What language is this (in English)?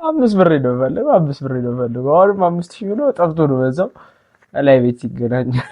Amharic